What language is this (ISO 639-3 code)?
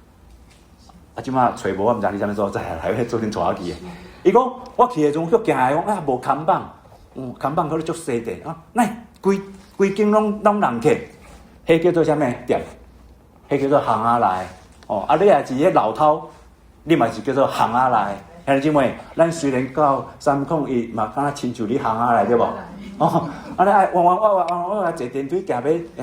nan